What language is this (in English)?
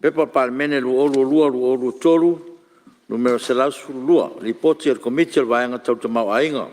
Samoan